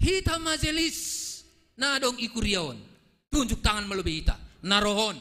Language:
Batak Simalungun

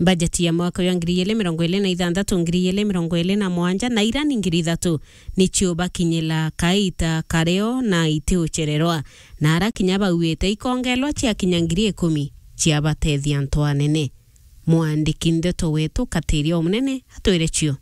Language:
Meru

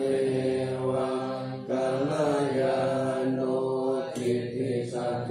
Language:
Pali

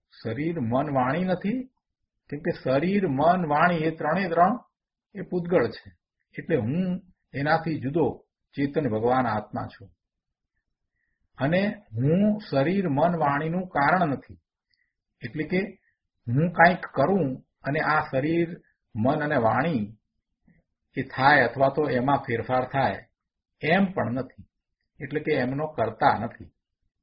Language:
Gujarati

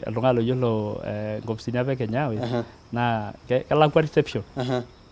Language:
Masai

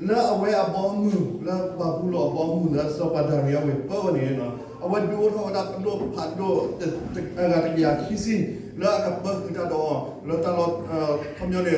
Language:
S'gaw Karen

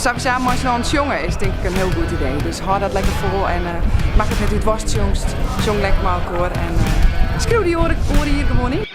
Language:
Western Frisian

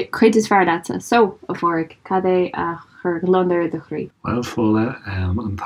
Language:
Irish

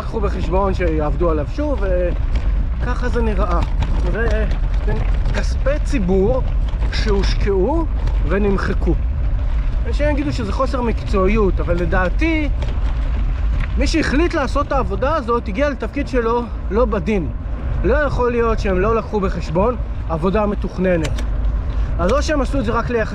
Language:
Hebrew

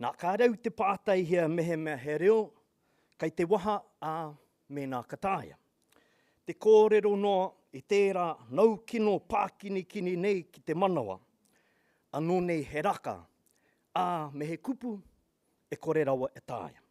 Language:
Māori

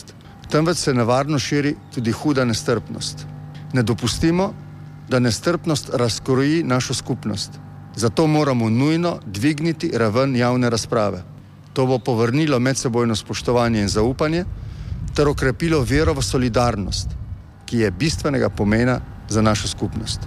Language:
Slovenian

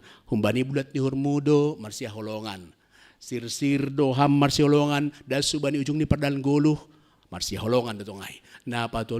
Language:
Batak Simalungun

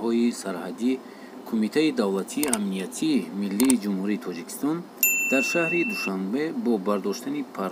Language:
Tajik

